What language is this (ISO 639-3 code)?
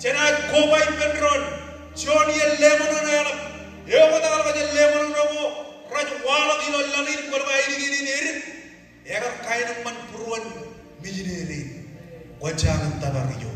mah